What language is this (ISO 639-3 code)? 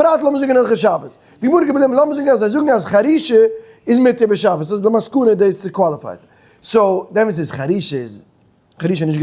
yid